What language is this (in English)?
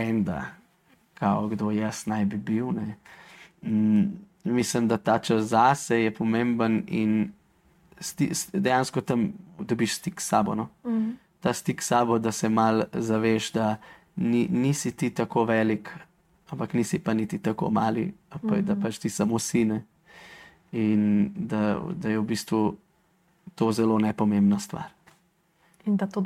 Slovenian